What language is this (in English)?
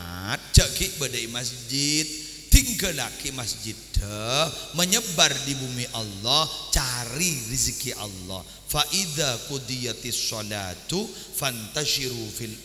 Madurese